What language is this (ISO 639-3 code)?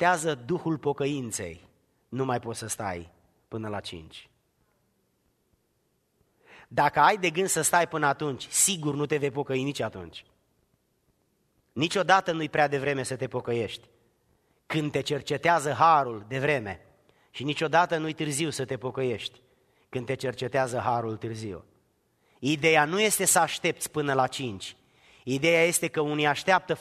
ron